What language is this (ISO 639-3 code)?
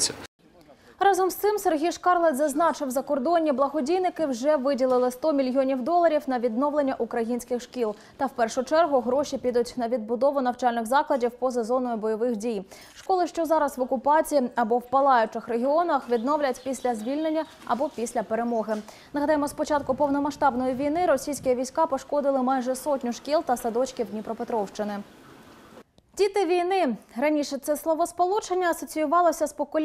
ukr